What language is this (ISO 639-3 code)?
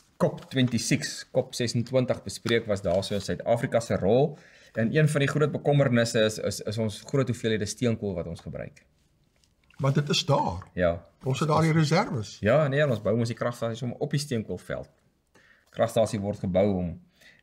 afr